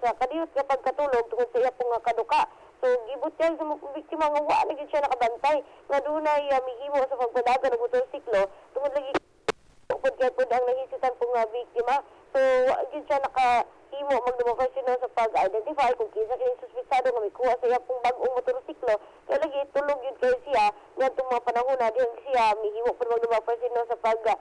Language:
Cebuano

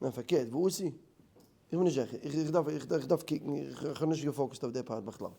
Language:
Yiddish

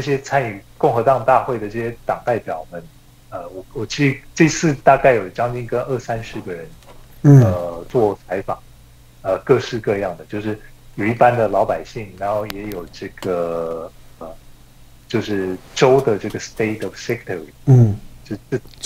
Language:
Chinese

